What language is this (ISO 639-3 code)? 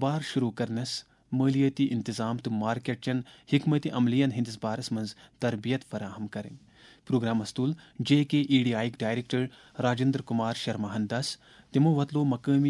kas